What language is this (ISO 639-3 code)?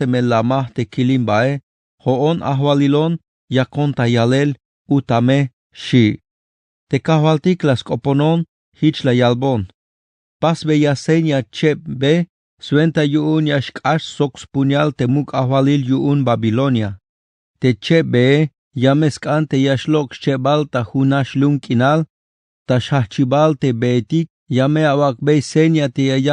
tzh